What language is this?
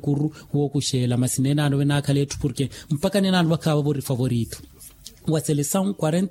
Makhuwa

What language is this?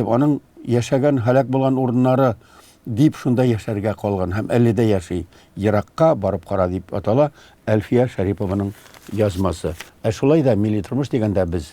Tatar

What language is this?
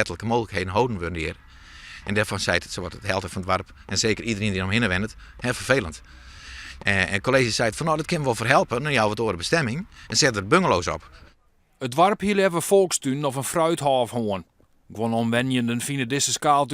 Western Frisian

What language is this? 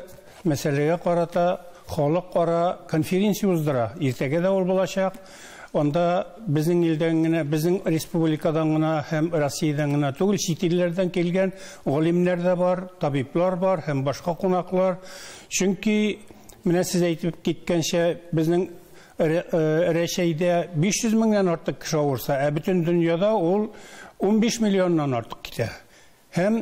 Tatar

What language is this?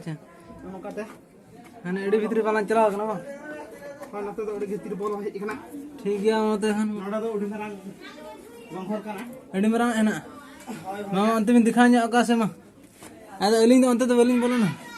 Santali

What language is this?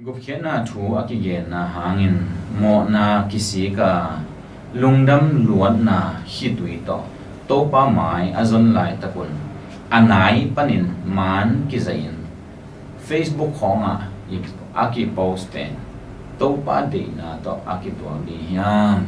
Tedim Chin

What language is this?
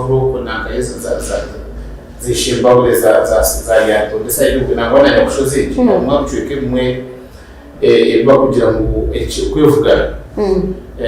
Nyankole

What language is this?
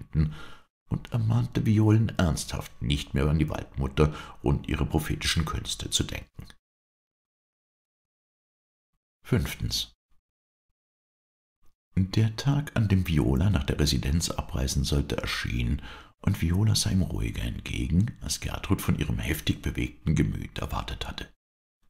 German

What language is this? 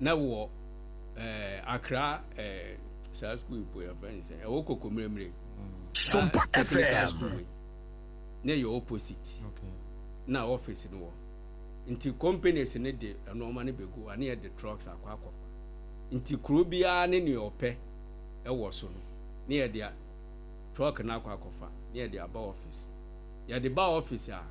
Akan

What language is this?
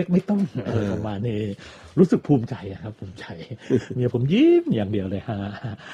Thai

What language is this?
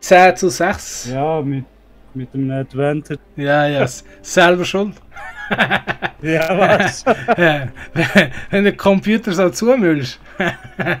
Swiss German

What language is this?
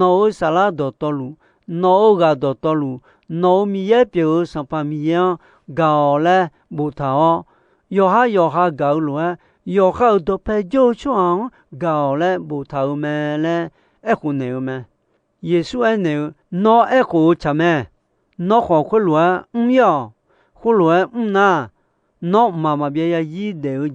Akha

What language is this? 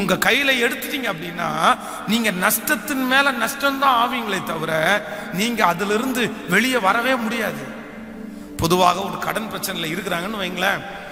Tamil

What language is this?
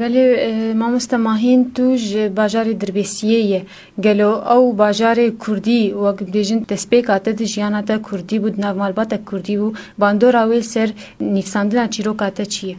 Kurdish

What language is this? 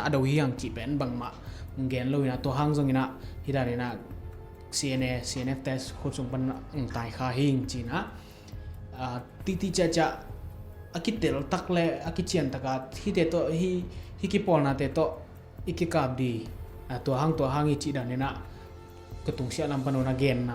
Tedim Chin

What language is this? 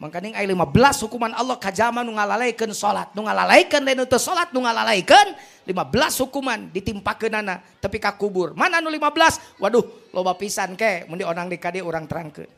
Sundanese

